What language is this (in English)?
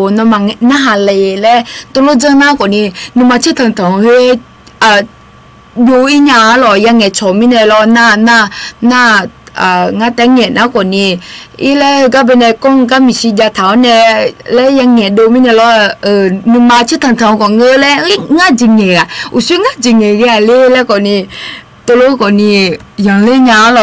Akha